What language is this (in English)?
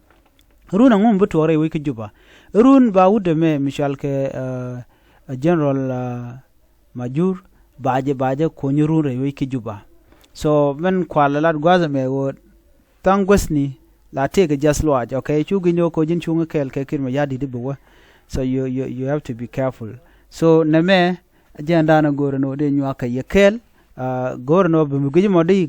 Nuer